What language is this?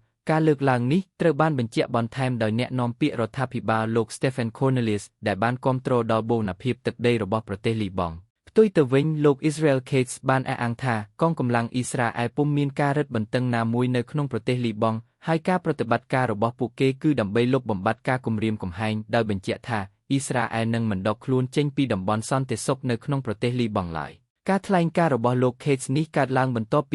Khmer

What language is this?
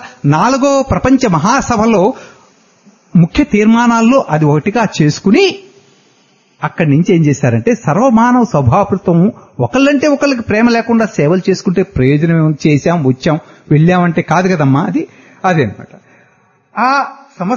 Telugu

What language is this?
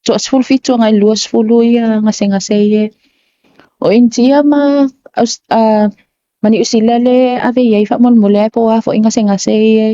Samoan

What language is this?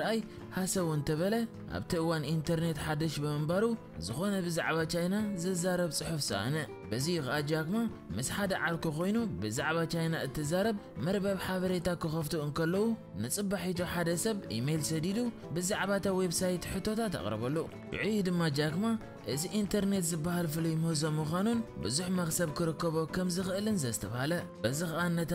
Tigrinya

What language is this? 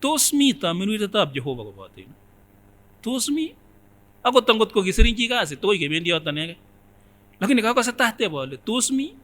Kipsigis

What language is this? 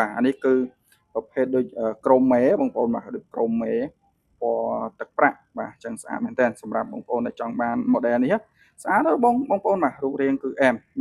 Khmer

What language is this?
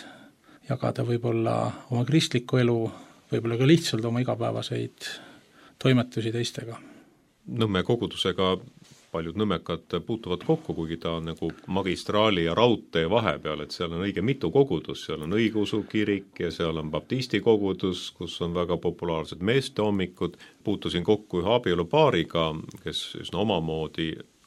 Estonian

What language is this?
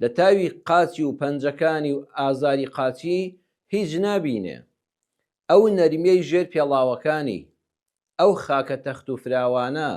Central Kurdish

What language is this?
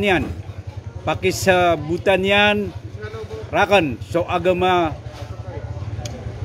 Maranao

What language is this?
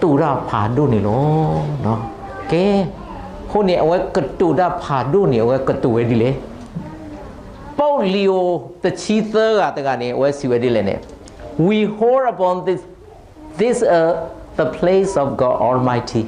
S'gaw Karen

